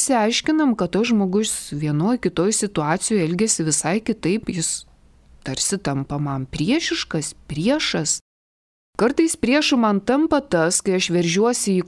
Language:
Lithuanian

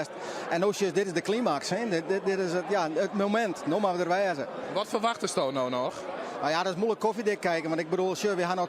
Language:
Western Frisian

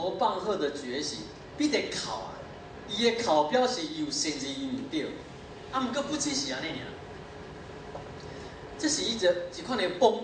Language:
Min Nan Chinese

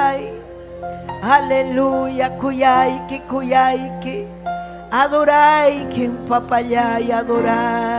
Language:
Ayacucho Quechua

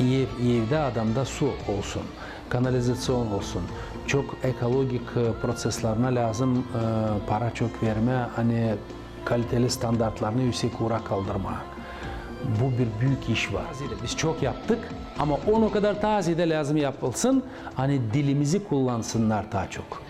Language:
Gagauz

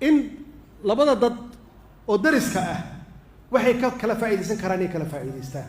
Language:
Somali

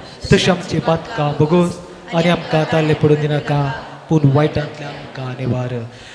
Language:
Konkani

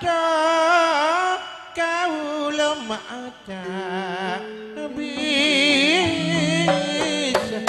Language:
Madurese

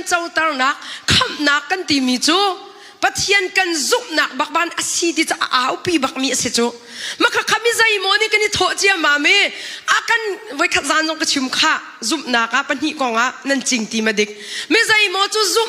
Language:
Hakha Chin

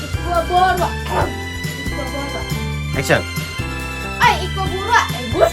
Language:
Minangkabau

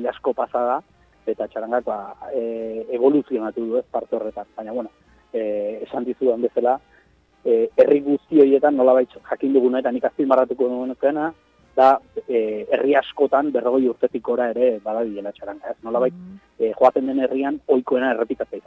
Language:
Basque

